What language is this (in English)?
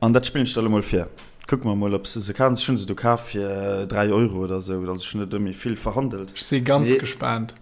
Luxembourgish